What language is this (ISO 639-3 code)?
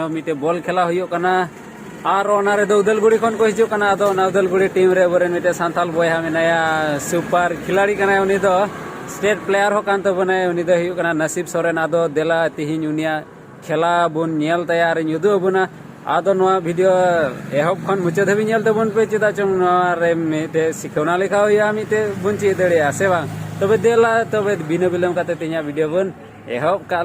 sat